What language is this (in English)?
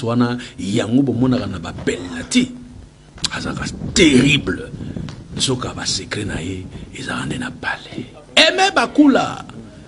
Lingala